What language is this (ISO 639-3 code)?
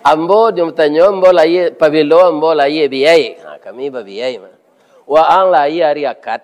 min